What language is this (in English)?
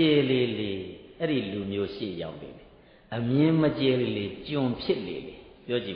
Burmese